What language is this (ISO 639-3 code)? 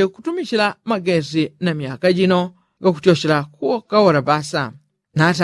yao